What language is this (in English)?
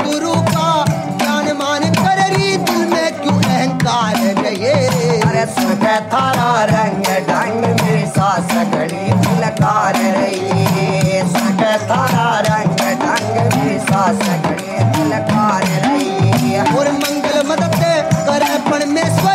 Hindi